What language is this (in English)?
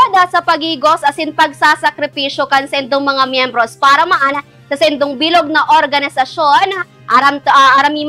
Bikol